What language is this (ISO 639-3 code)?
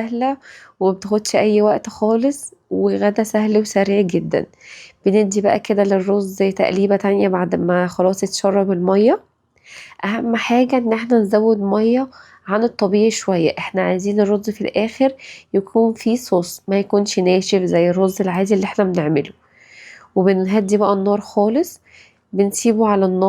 arz